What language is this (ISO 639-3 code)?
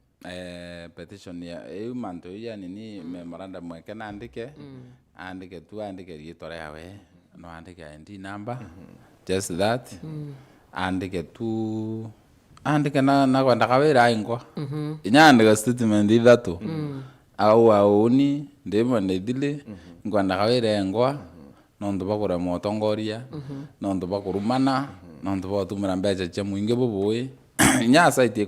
mer